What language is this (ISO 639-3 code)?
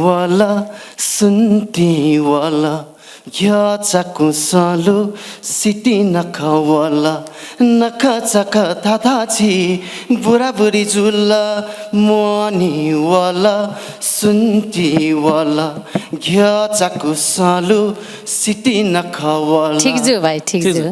new